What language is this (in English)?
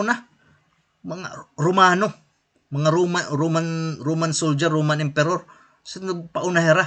Waray